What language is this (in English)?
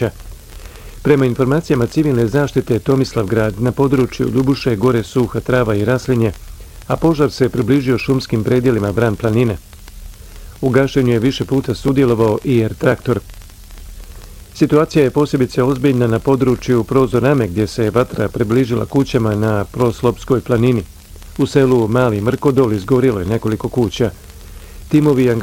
Bosnian